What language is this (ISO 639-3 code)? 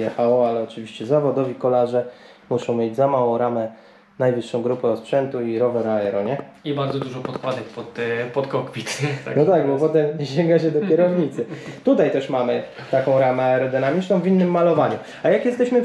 pol